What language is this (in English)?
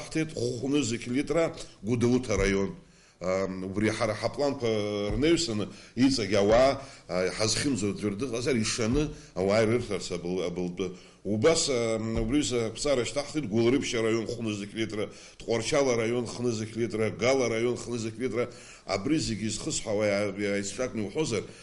Abkhazian